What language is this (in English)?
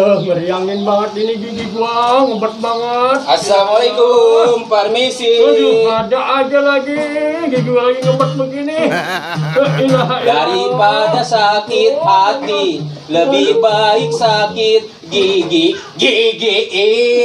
Betawi